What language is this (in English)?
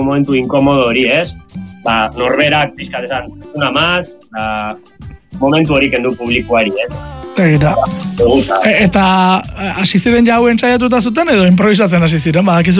Basque